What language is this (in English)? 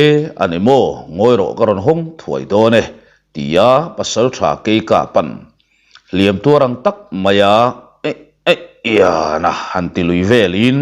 Mizo